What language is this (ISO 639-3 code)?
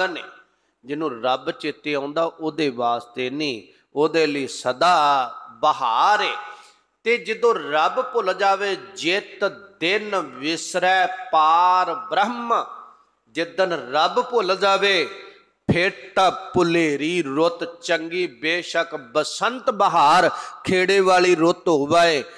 pan